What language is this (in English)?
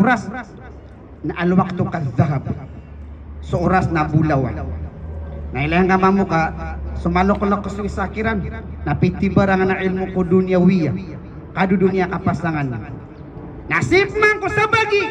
Maranao